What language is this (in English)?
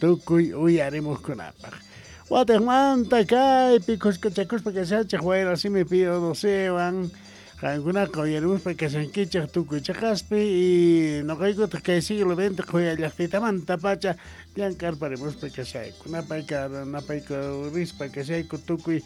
Quechua